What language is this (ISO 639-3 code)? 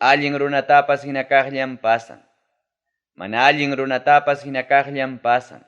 quy